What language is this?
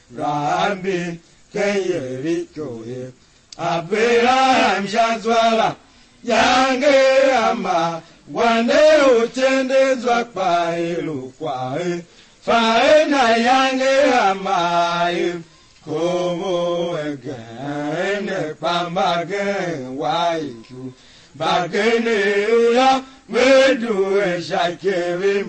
Tiv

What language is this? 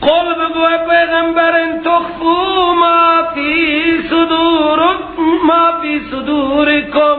Persian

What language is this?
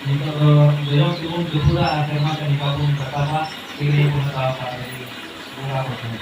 Santali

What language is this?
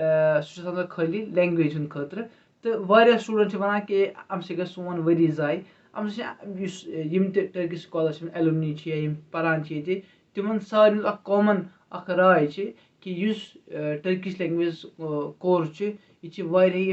Kashmiri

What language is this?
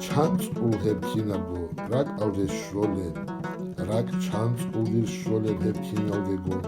Avaric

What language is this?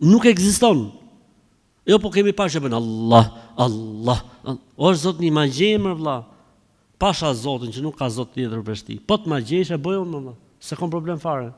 Albanian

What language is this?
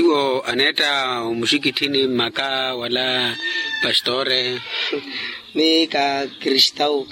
Makhuwa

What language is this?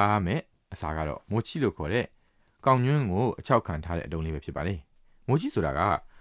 Burmese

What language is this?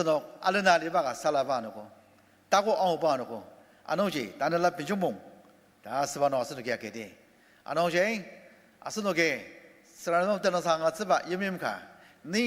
Ao Naga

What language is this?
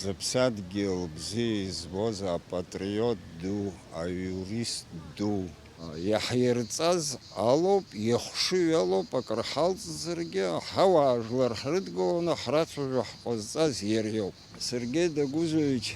Abkhazian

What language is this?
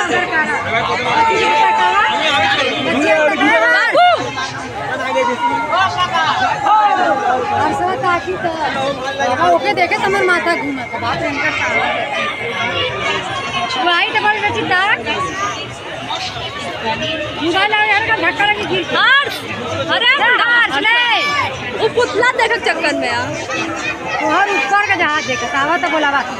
Bhojpuri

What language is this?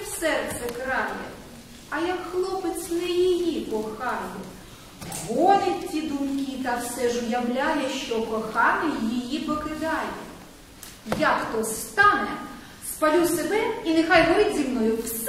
Ukrainian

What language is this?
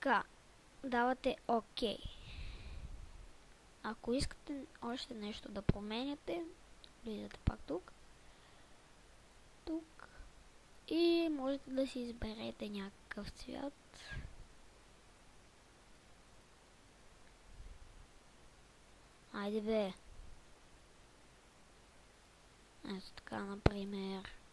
Bulgarian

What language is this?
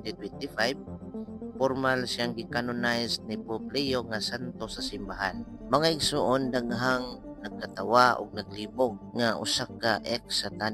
Cebuano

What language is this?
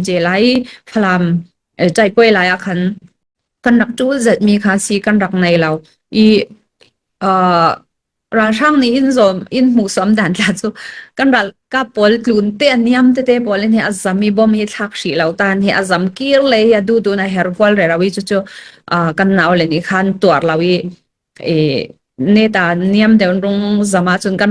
Falam Chin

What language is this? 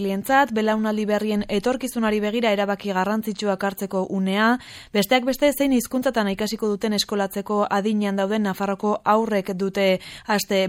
Basque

